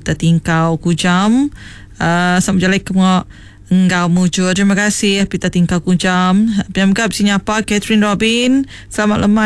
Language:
Iban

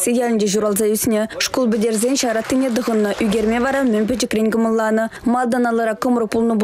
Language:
Chuvash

